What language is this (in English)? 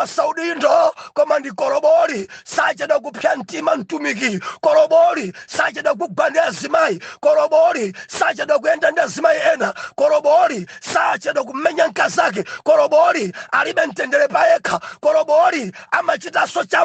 Nyanja